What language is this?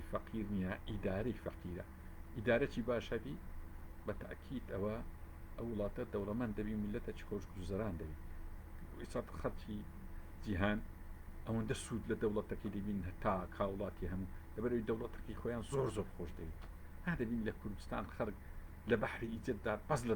Central Kurdish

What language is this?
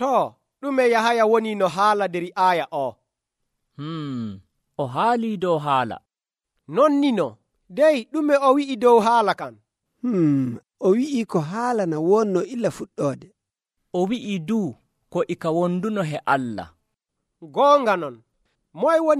Nigerian Fulfulde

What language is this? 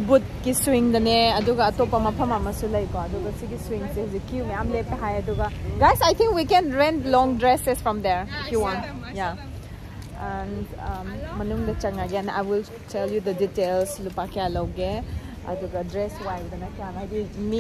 Manipuri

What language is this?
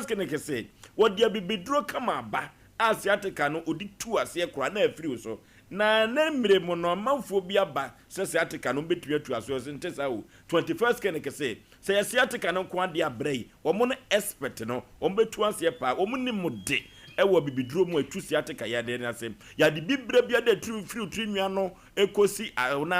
Akan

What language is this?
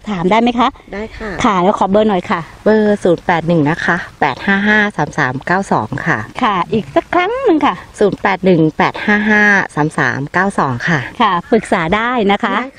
Thai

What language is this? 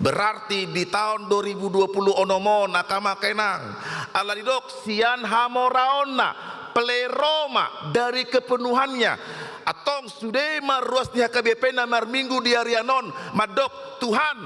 Batak Toba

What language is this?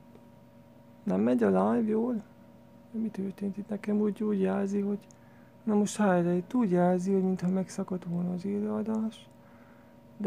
Hungarian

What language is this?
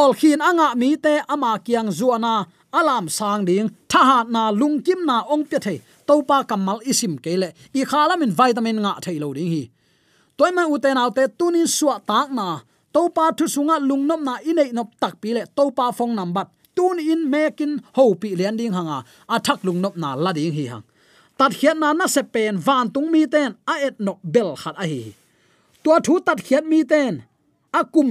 Tedim Chin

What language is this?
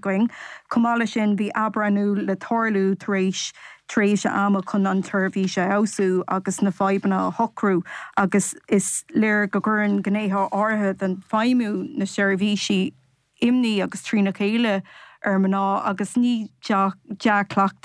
Irish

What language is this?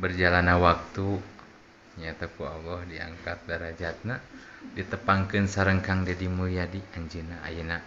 Sundanese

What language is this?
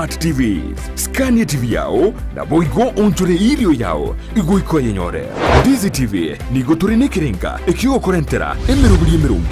Gusii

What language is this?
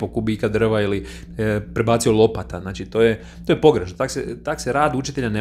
Croatian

